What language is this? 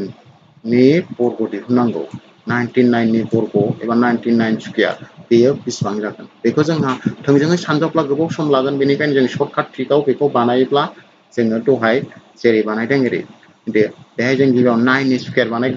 Bodo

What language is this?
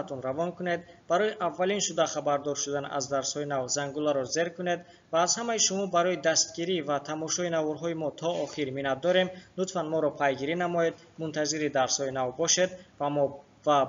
Tajik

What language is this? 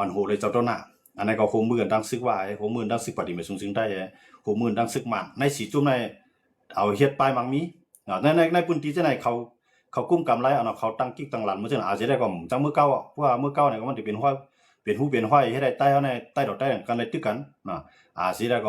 Shan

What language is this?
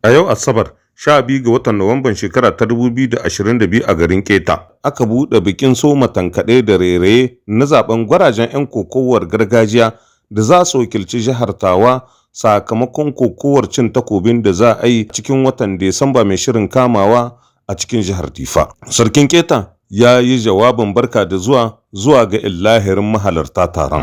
Hausa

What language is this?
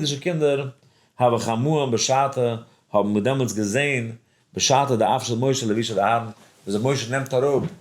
Yiddish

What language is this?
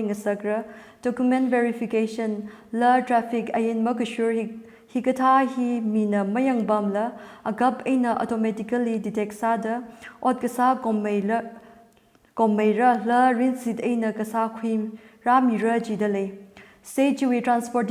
Tangkhul Naga (India)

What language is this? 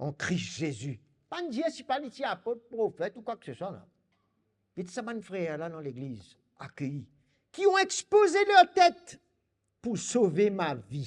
Morisyen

